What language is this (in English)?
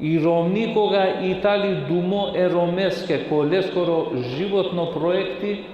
Balkan Romani